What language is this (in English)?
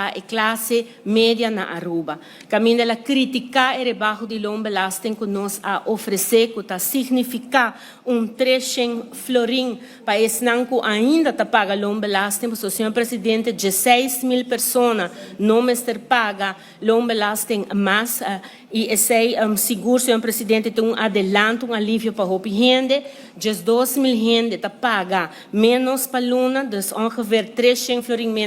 Papiamento